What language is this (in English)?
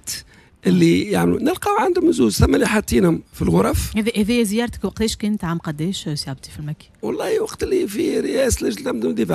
Tunisian Arabic